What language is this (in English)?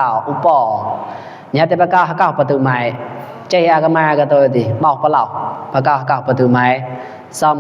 Mon